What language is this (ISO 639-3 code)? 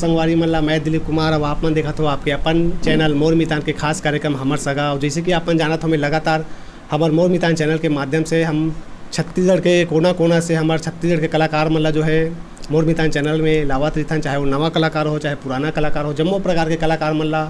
hne